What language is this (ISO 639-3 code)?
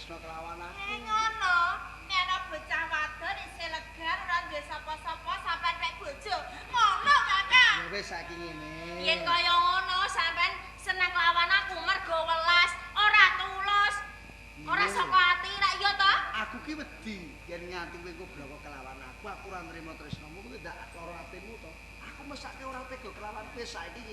jav